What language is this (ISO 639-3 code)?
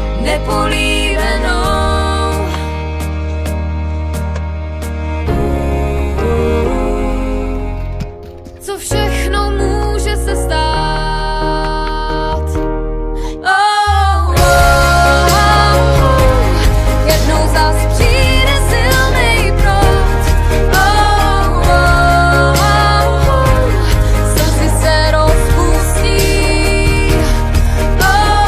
ces